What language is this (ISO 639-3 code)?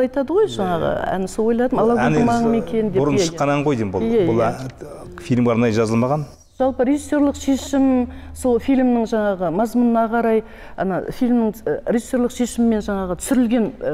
kaz